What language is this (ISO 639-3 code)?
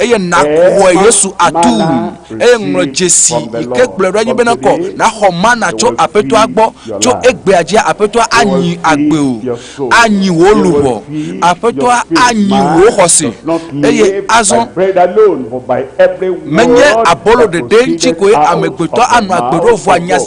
ewe